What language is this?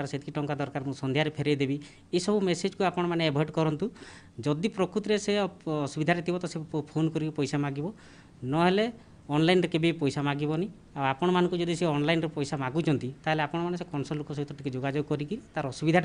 Odia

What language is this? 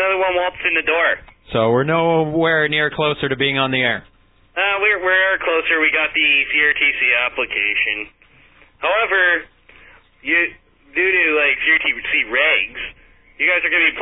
English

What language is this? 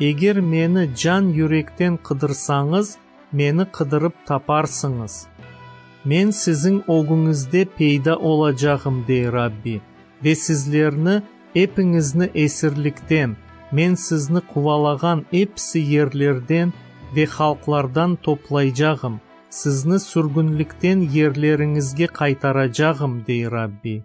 Crimean Tatar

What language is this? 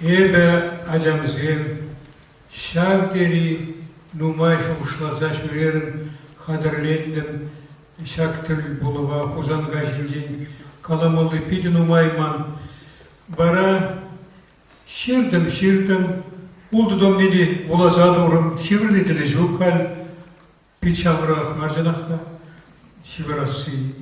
Chuvash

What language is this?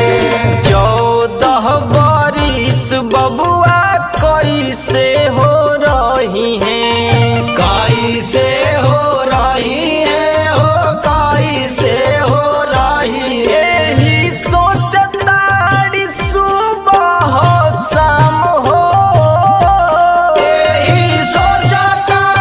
Bhojpuri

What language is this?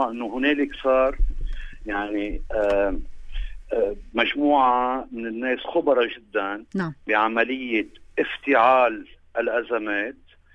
North Levantine Arabic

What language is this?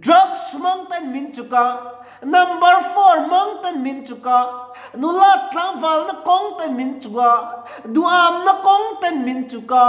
Mizo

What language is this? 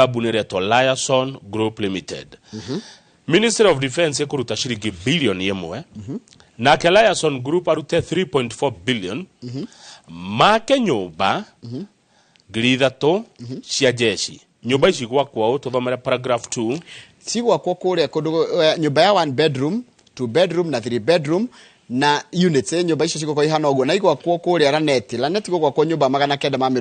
Kikuyu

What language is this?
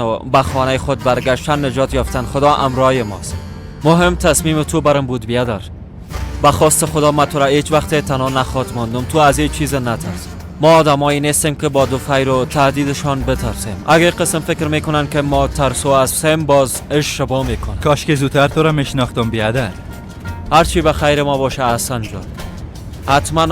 Persian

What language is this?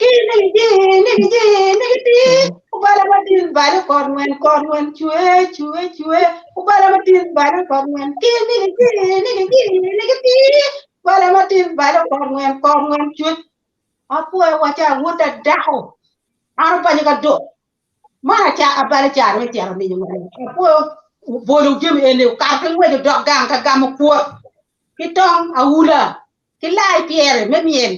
Acoli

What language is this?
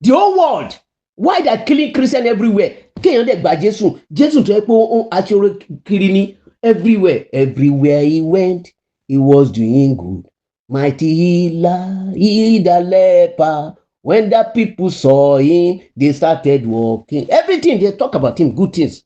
Yoruba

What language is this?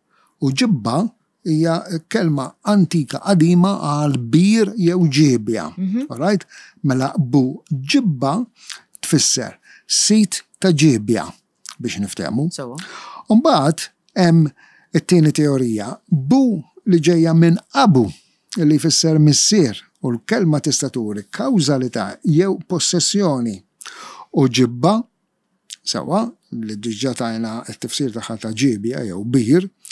Maltese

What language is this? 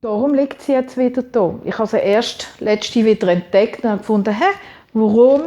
Swiss German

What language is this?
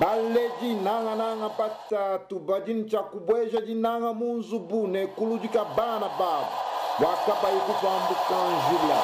Luba-Lulua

